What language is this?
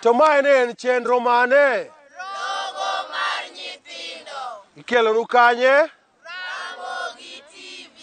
Luo (Kenya and Tanzania)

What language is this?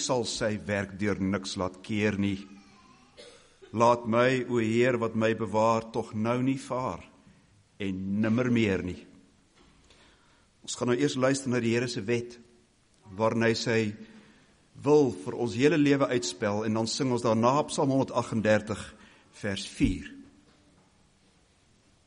Afrikaans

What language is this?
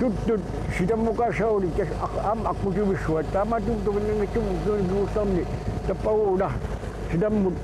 Kalaallisut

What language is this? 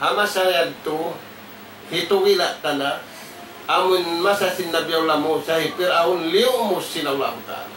Tausug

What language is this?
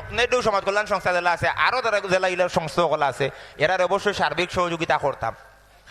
Sylheti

